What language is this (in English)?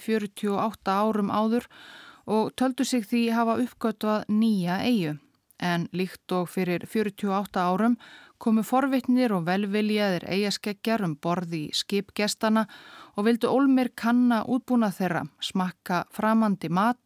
Icelandic